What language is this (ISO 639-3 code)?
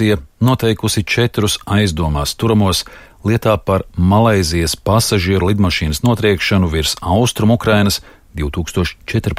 lav